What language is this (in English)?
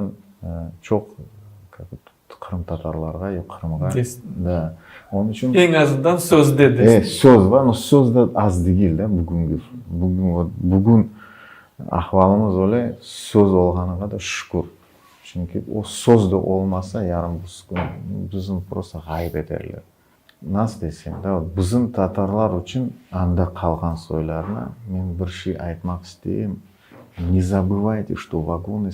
Crimean Tatar